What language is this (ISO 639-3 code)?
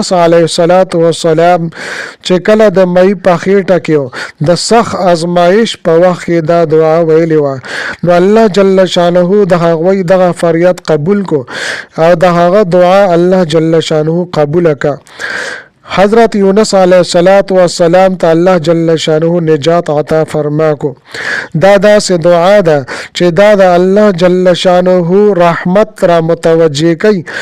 pus